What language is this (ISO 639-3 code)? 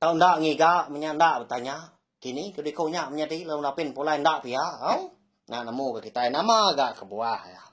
iba